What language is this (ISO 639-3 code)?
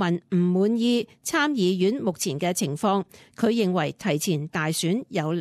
yue